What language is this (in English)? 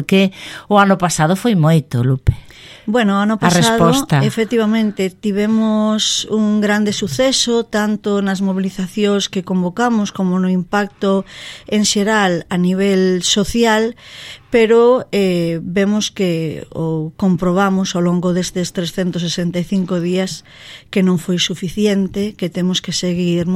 Galician